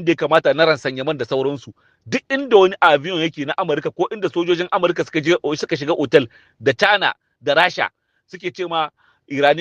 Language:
Hausa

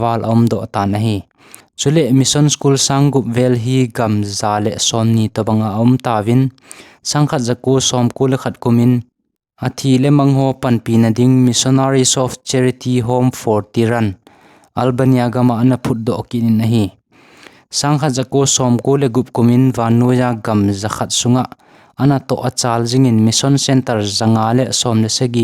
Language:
Thado Chin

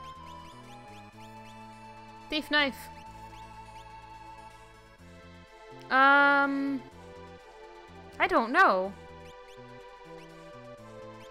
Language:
English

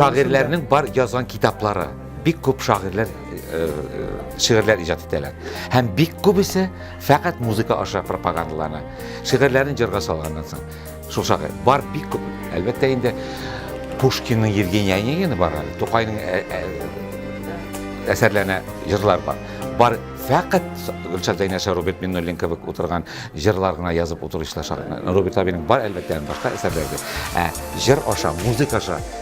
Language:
Tatar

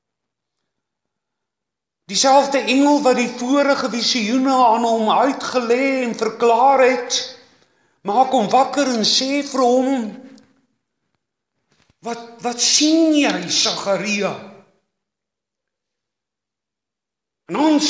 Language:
Afrikaans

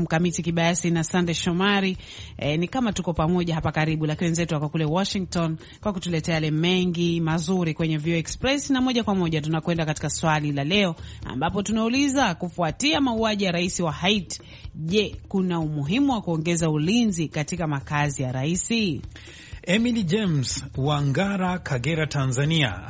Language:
Swahili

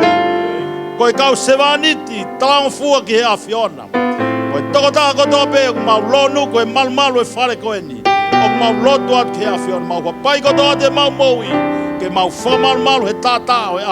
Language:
Tongan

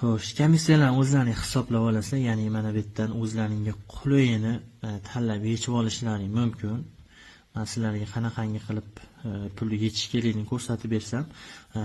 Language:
Uzbek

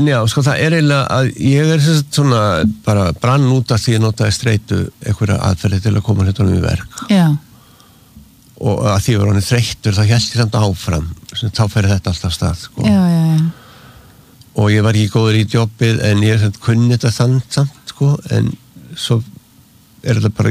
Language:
Icelandic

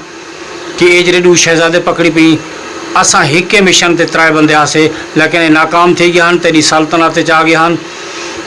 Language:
Saraiki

